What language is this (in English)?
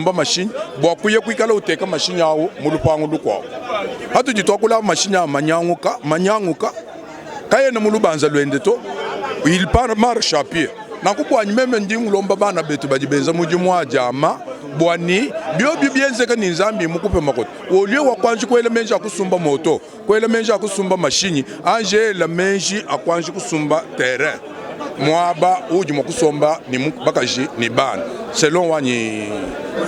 Luba-Lulua